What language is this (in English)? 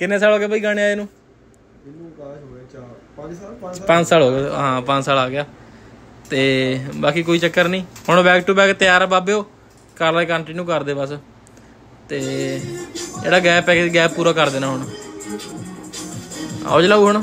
Punjabi